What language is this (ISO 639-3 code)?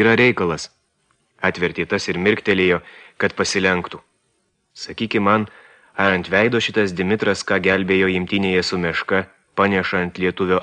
lit